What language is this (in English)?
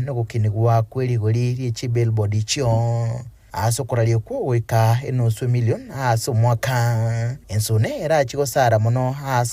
Gusii